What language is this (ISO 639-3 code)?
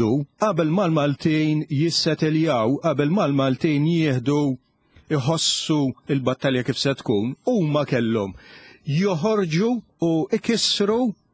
mlt